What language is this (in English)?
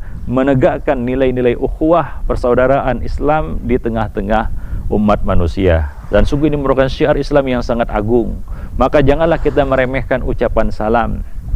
Indonesian